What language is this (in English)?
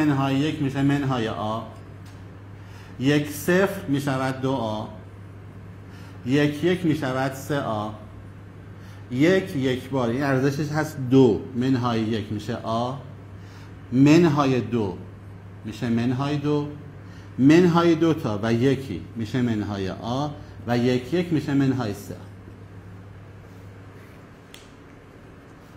Persian